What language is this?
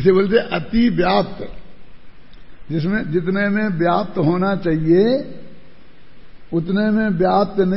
Hindi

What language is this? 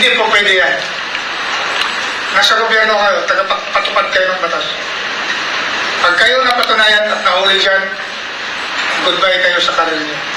Filipino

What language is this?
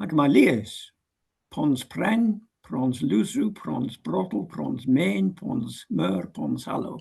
Cornish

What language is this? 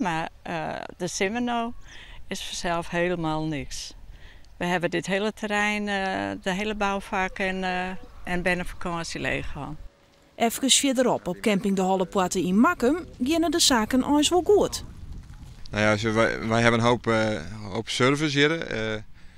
Western Frisian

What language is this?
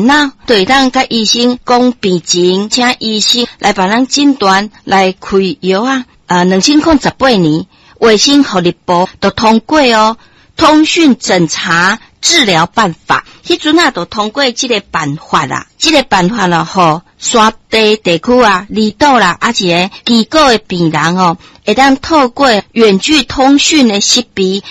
Min Nan Chinese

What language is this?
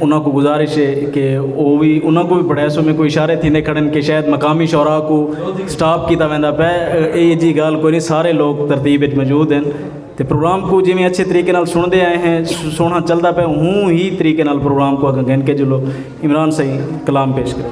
Saraiki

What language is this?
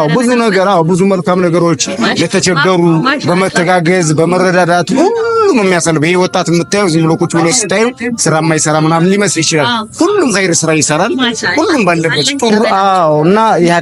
Amharic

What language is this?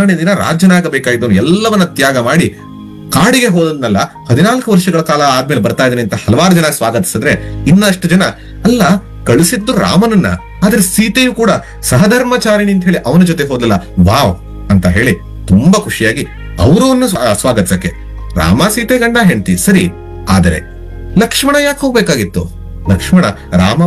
Kannada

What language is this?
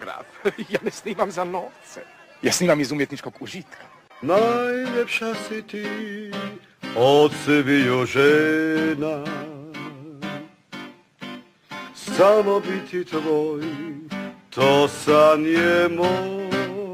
Croatian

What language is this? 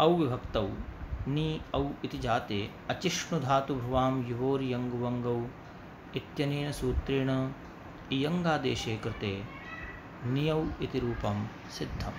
Sanskrit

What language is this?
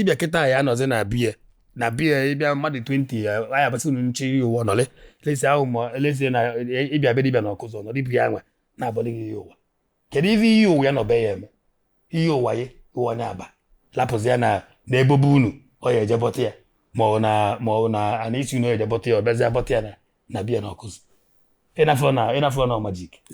Igbo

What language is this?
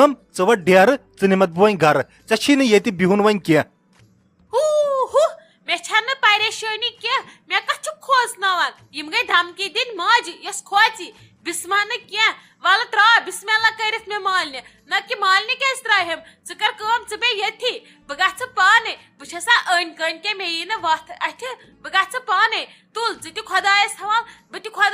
Kashmiri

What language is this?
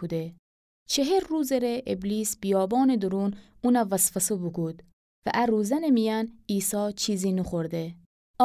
Gilaki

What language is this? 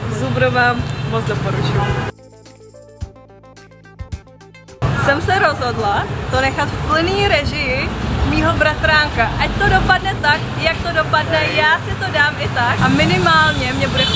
Czech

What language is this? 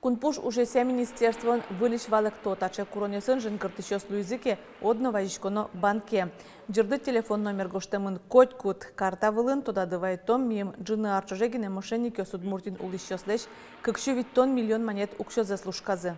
Udmurt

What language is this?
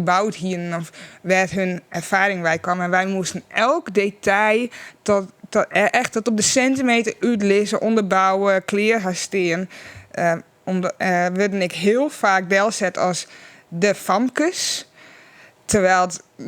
Western Frisian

